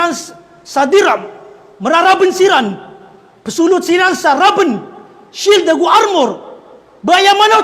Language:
Maranao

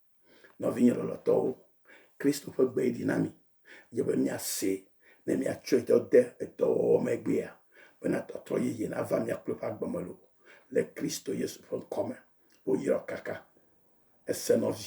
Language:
Ewe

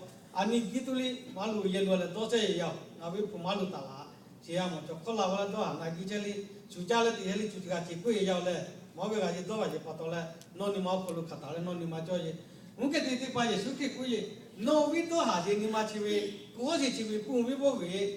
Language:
Lahu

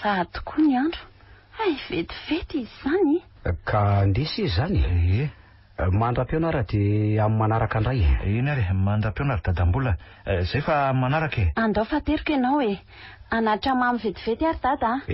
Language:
Malagasy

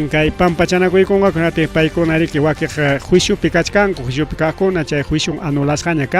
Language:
Ayacucho Quechua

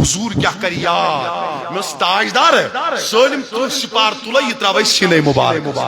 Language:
Kashmiri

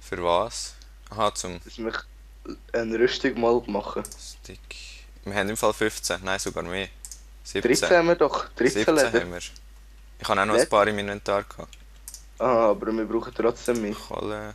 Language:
Swiss German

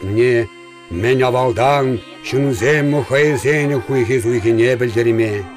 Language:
Chuvash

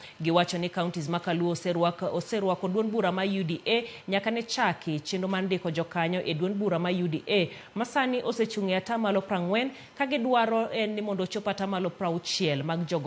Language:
Luo (Kenya and Tanzania)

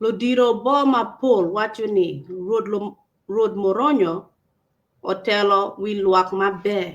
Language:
Acoli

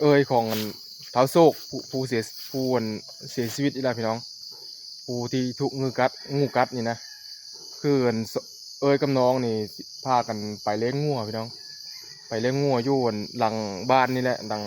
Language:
Northeastern Thai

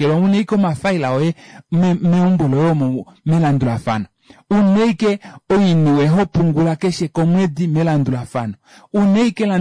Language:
Kuanyama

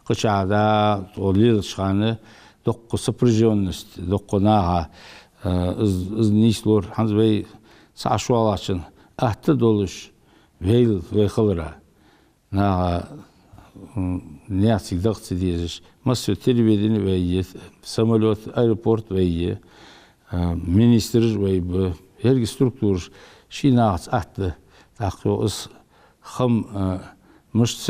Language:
Ingush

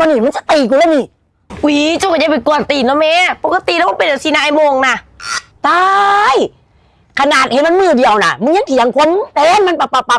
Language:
Northeastern Thai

